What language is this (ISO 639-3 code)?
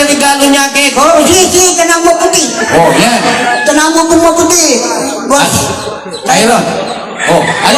pam